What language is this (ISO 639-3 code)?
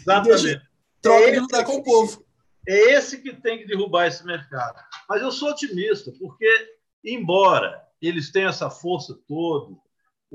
por